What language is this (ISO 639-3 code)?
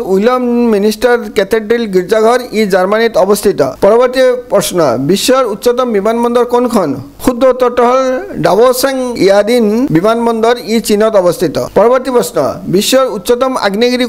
asm